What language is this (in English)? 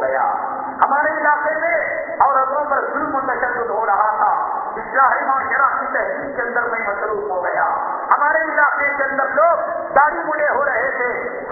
Urdu